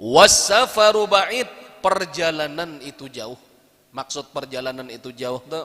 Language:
Banjar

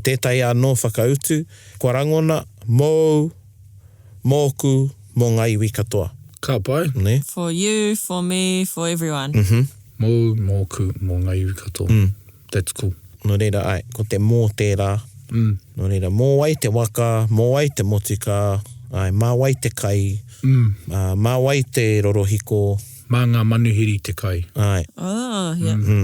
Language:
Māori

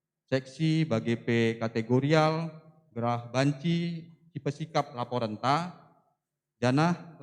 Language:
Batak Karo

